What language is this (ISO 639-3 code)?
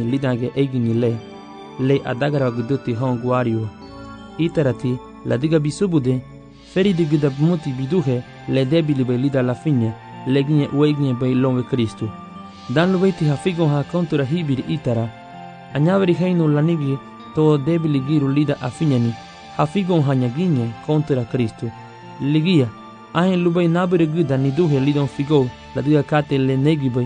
cab